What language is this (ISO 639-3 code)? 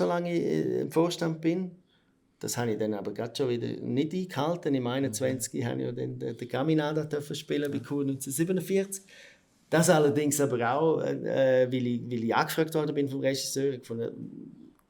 gsw